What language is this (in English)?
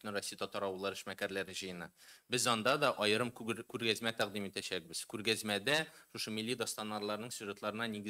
Tatar